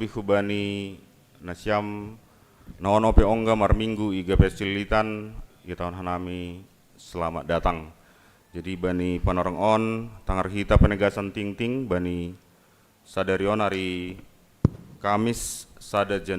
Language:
Batak Simalungun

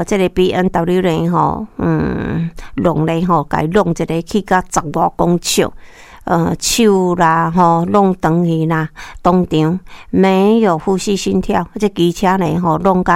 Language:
Min Nan Chinese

